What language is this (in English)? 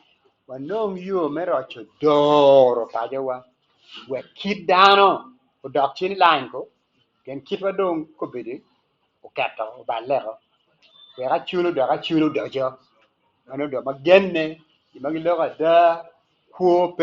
Acoli